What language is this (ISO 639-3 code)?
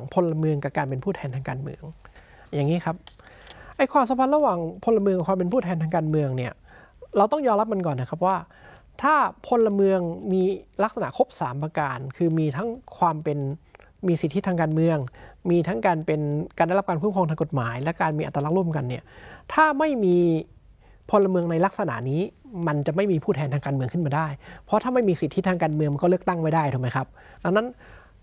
tha